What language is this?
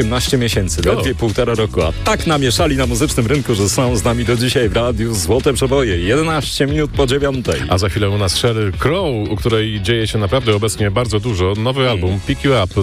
Polish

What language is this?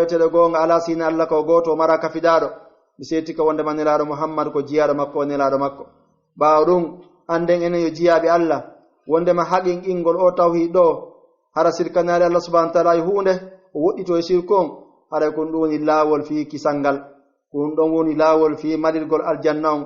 Pular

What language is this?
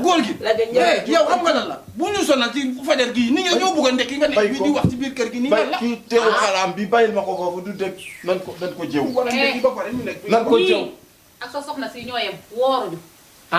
Wolof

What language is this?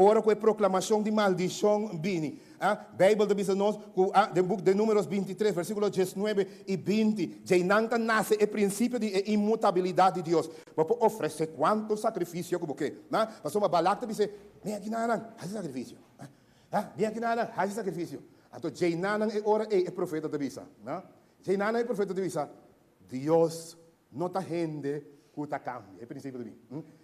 Papiamento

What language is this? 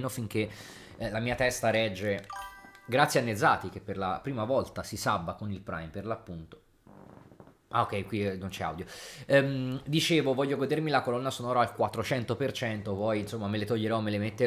Italian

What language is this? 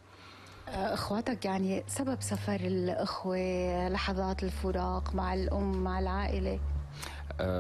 North Levantine Arabic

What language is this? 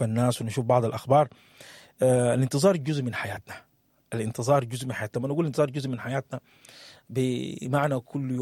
Sudanese Arabic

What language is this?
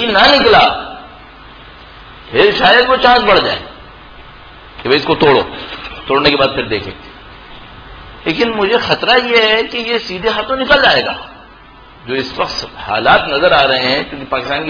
Urdu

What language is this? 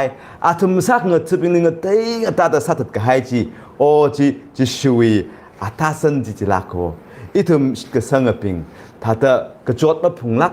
Tangkhul Naga (India)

